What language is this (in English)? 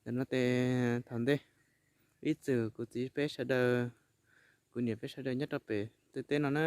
Hmong